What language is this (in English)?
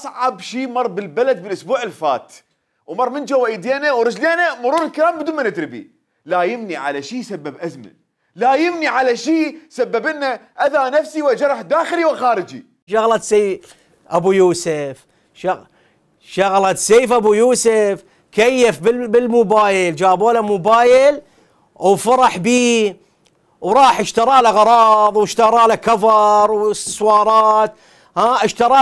Mesopotamian Arabic